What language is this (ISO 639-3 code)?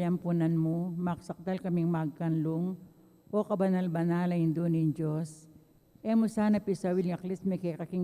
pam